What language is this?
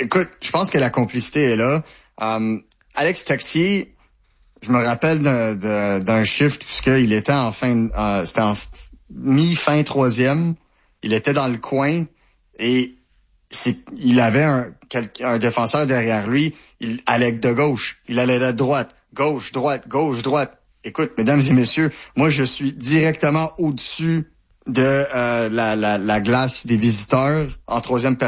French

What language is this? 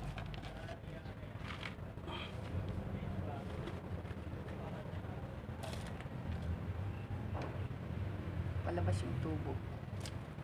Filipino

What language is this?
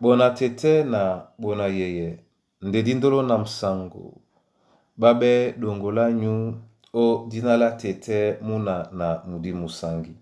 Duala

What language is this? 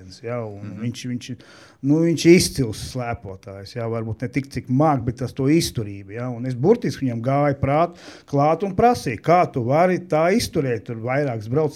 Latvian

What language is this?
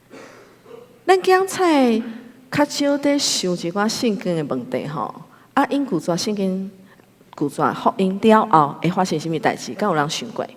Min Nan Chinese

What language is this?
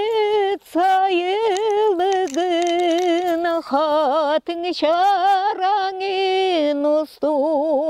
Yakut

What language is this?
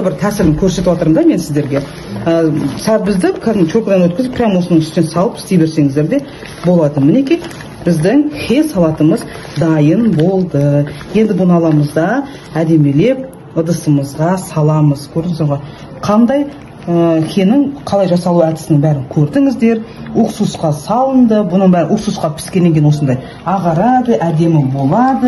Kazakh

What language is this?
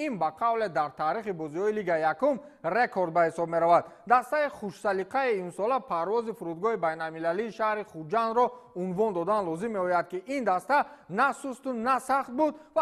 Tajik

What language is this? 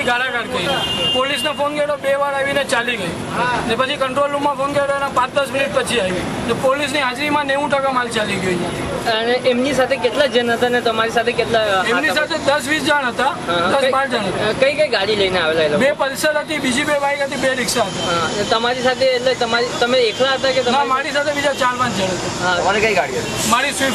Gujarati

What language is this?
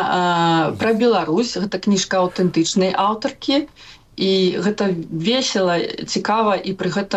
Belarusian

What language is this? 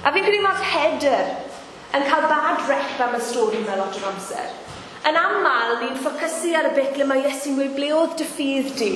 Welsh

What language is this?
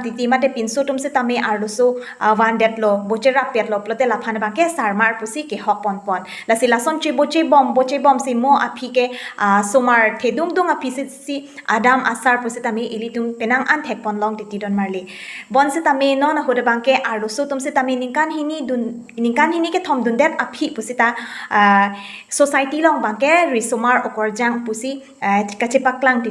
Karbi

